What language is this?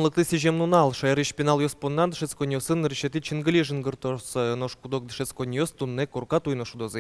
Udmurt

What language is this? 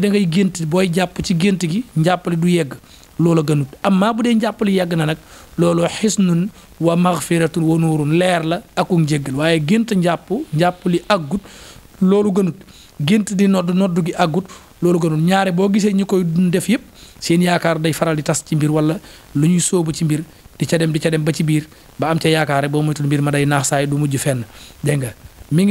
Wolof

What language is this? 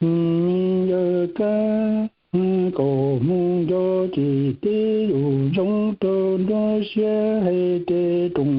Hmong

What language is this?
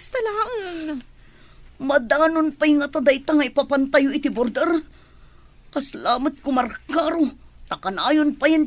Iloko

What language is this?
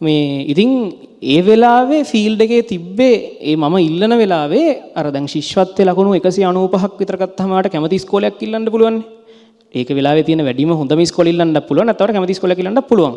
Sinhala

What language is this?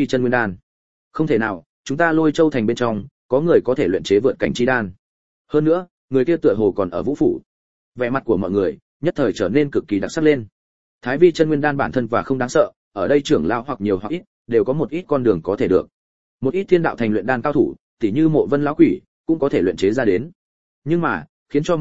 Vietnamese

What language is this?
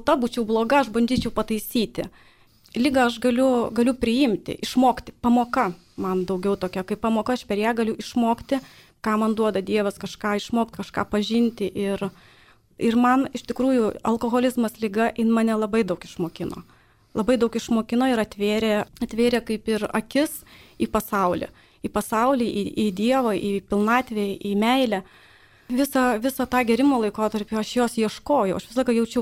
Lithuanian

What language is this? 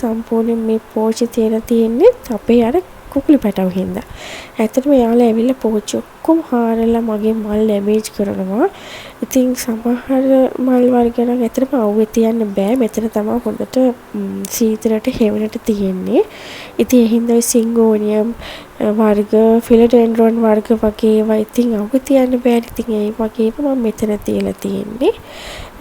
Sinhala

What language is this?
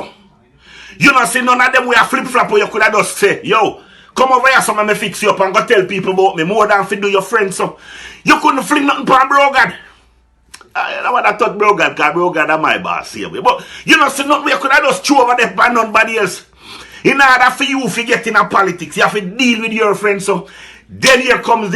Jamaican Creole English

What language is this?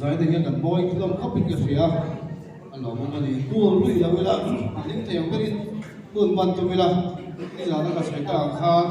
Mizo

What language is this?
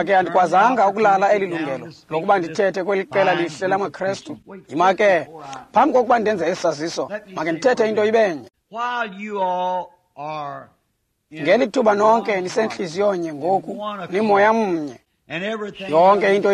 Xhosa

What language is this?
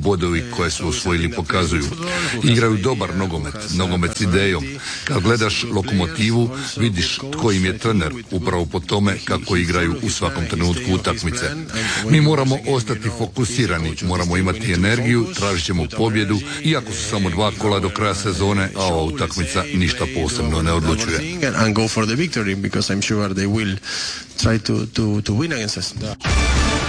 Croatian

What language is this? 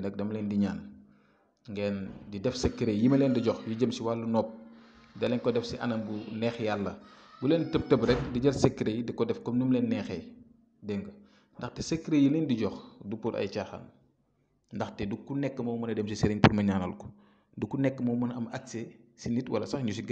Wolof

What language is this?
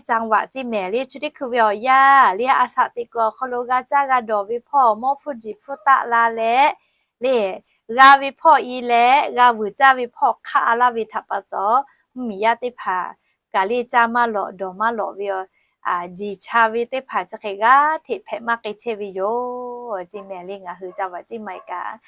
Lahu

